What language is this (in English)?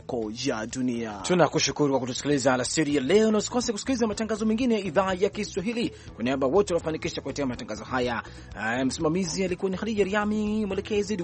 Swahili